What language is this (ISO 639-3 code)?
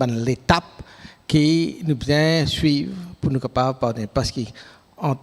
mfe